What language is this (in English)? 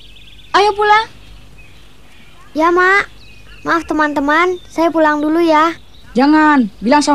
Indonesian